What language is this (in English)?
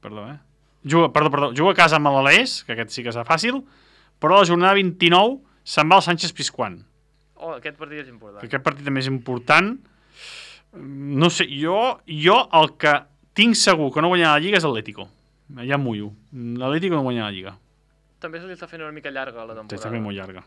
Catalan